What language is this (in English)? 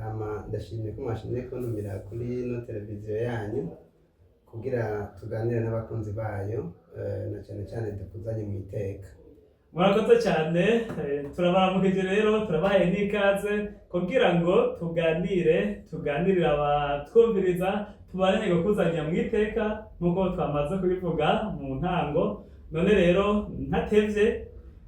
Rundi